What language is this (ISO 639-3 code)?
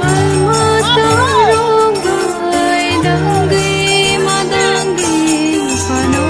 trp